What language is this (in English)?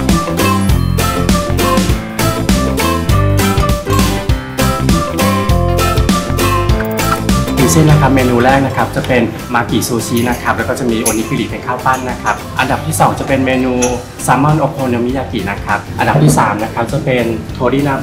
Thai